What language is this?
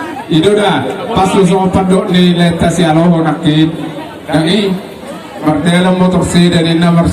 Batak Toba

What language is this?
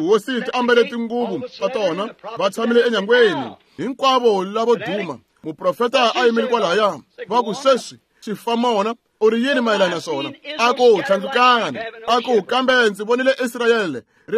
Tsonga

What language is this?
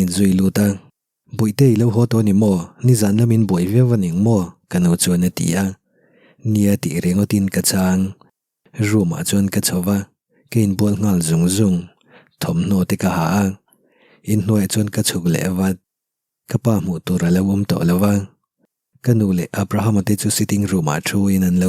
Mizo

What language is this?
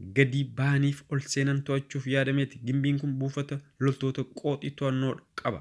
Oromo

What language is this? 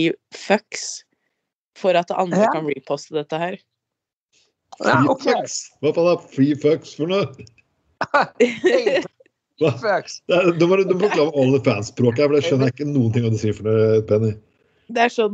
Norwegian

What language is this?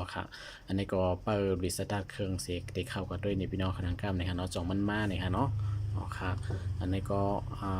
Shan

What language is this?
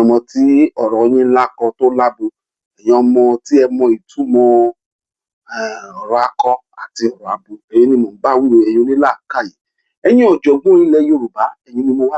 Yoruba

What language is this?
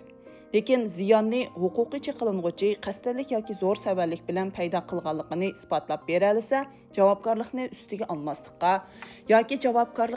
Uyghur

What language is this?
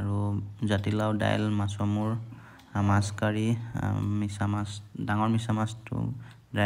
Assamese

